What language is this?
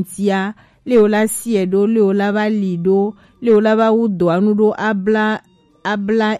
Gen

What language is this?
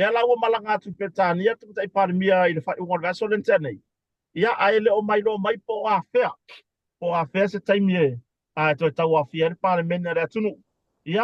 Samoan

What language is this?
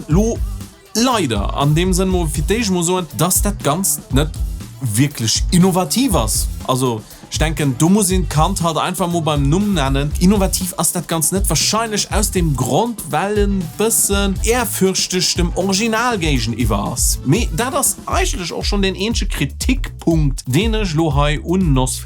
Luxembourgish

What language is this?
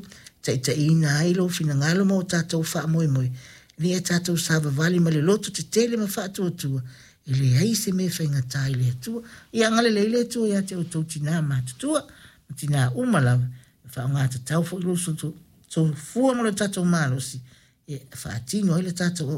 Samoan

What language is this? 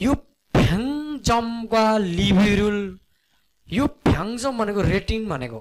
Nepali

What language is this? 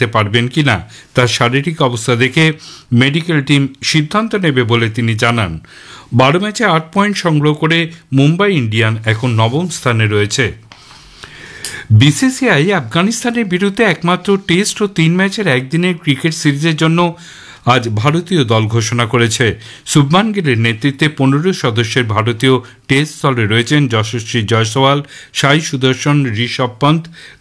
Bangla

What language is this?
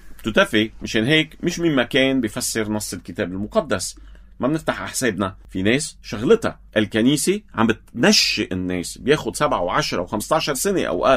North Levantine Arabic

